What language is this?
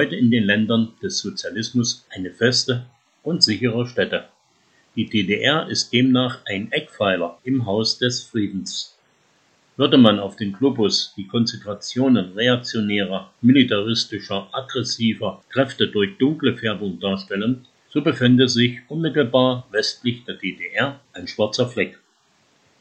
German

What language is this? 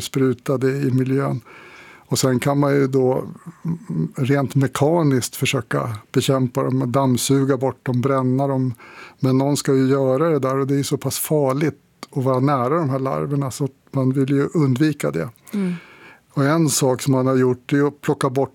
Swedish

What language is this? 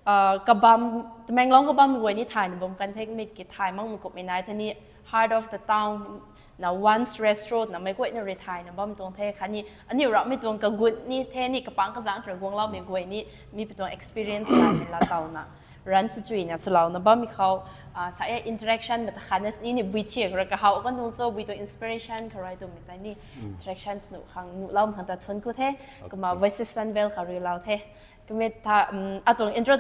Rongmei Naga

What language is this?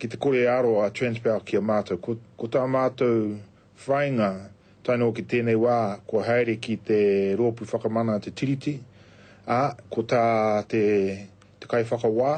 Māori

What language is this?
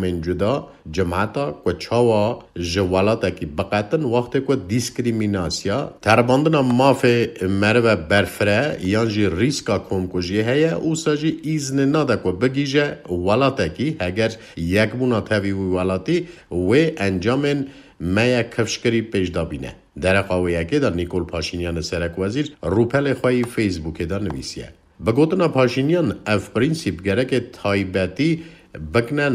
Kurdish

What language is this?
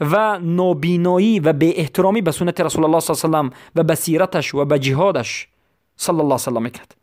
Persian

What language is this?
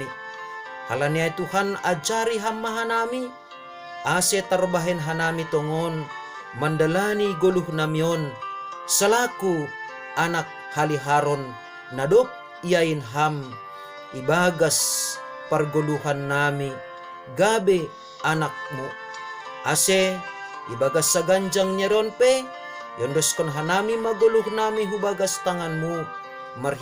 Batak Simalungun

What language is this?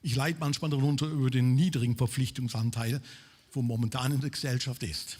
Swiss German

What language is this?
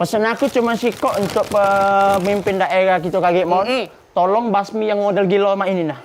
Musi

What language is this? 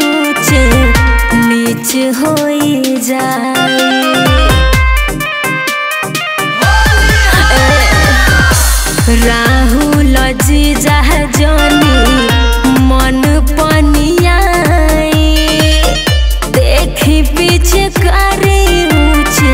Bhojpuri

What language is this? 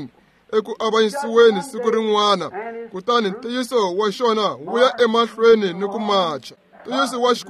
Tsonga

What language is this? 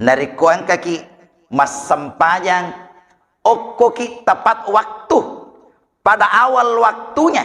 Buginese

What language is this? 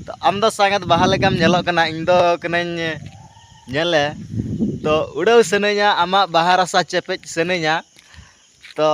Santali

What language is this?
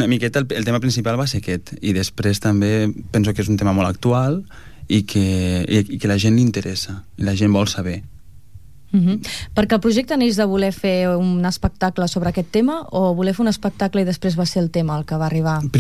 Catalan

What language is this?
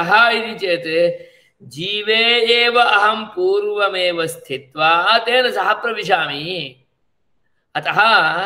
Sanskrit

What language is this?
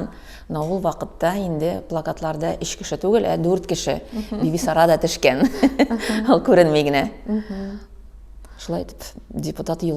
Tatar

